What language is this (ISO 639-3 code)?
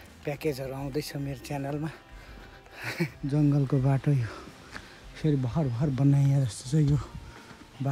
nep